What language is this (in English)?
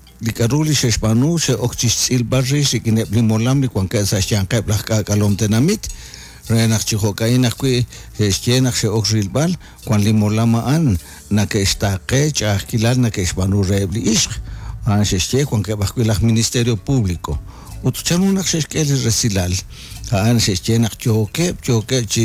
Kekchí